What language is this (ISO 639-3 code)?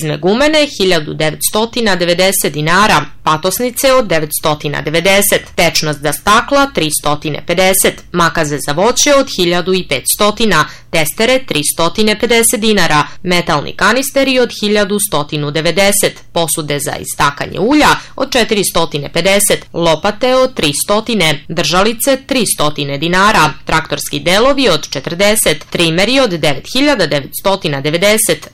srp